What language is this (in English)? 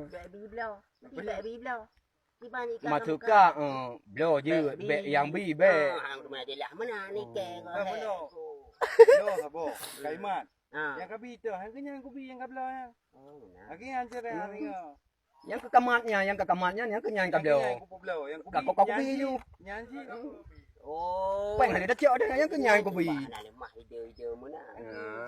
Achinese